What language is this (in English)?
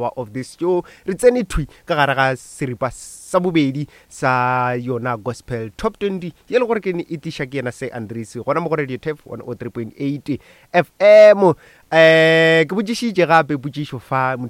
Northern Sotho